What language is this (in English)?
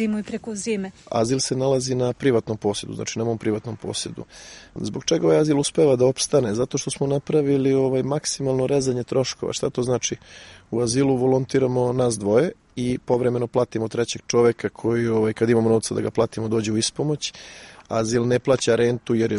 Serbian